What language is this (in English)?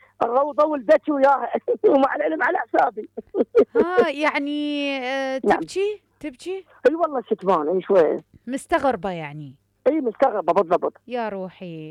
Mesopotamian Arabic